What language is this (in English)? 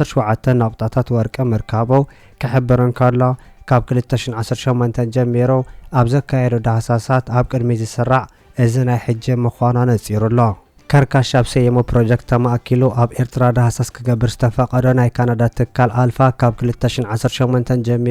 Tigrinya